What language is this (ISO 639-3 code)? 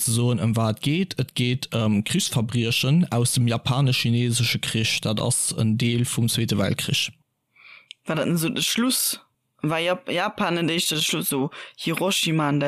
ltz